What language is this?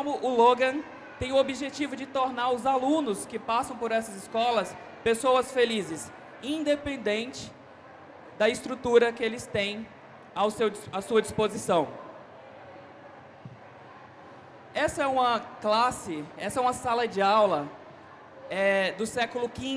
Portuguese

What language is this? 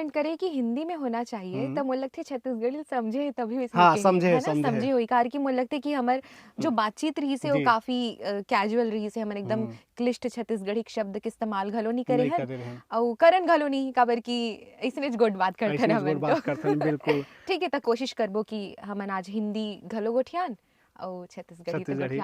Chhattisgarhi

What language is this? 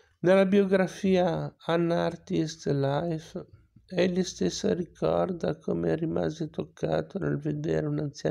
Italian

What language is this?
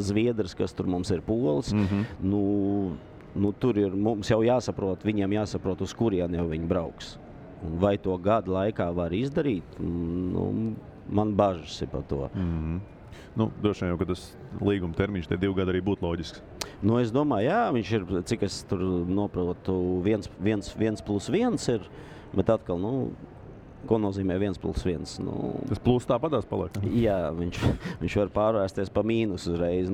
Latvian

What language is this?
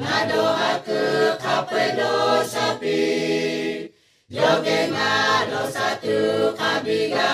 Lahu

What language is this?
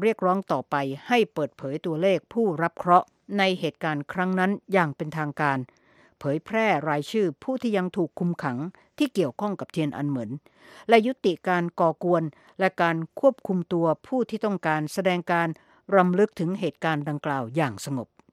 Thai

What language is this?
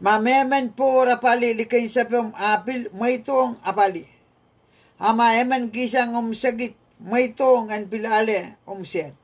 Pohnpeian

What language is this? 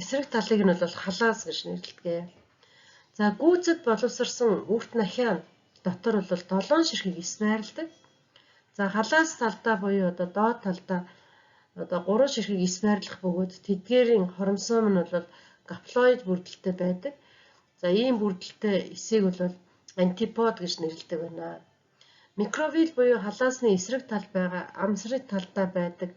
Mongolian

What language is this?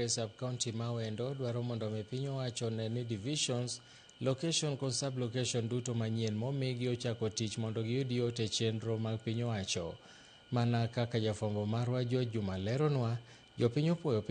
Luo (Kenya and Tanzania)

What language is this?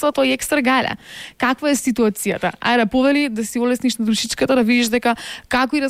Macedonian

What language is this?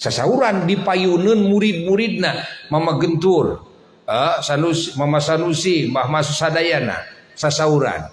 Sundanese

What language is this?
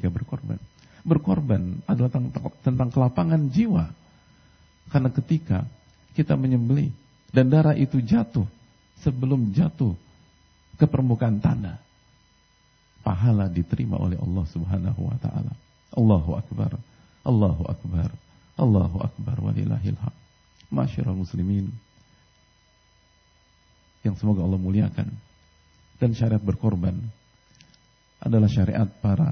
Indonesian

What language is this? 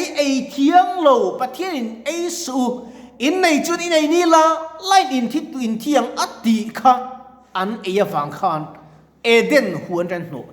Mizo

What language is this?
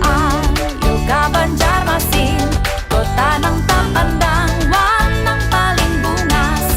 Banjar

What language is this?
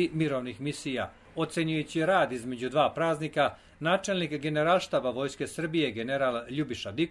Serbian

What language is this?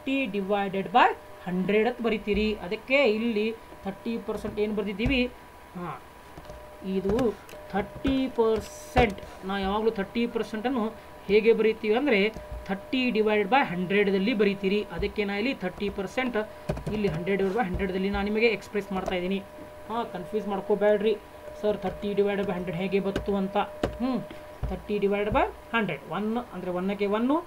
Kannada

